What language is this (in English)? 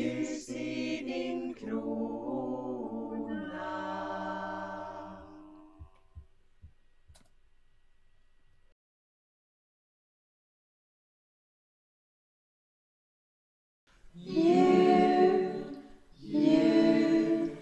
Swedish